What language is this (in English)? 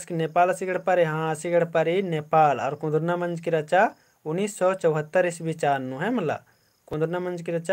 Kurukh